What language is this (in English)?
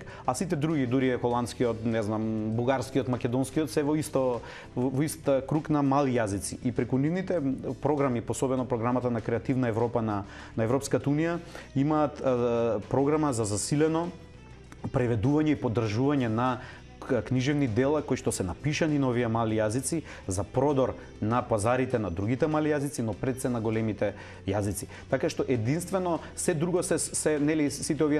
Macedonian